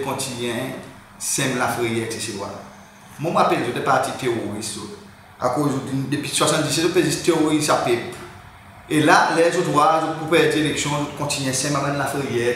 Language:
Seselwa Creole French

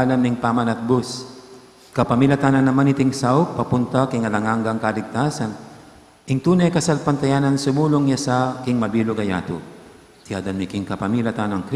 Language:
Pampanga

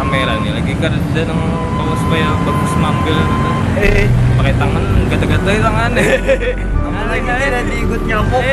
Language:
Banjar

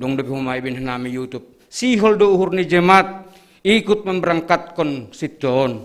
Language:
Batak Simalungun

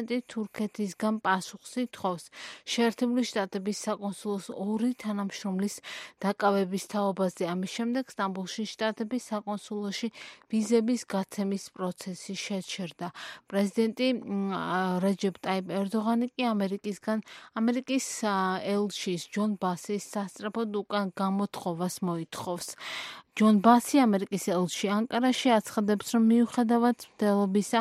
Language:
Georgian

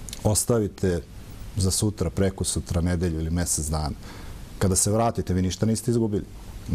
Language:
Serbian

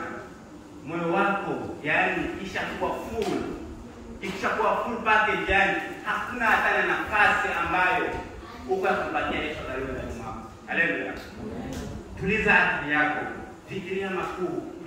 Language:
Swahili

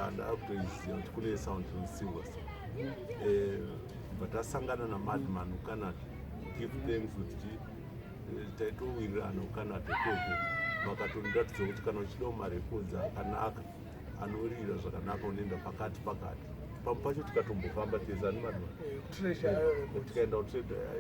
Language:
Shona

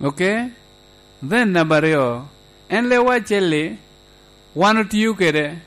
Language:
Lango (Uganda)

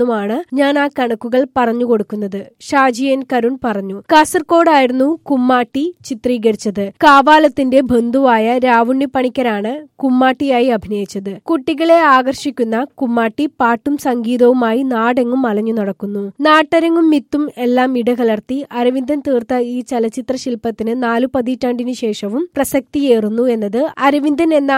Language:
Malayalam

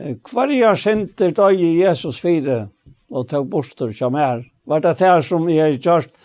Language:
Faroese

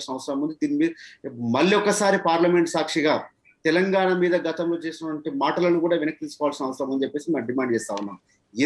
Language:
Telugu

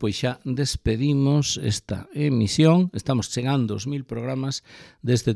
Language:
Galician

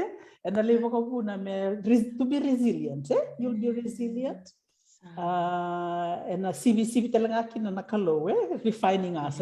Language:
Fijian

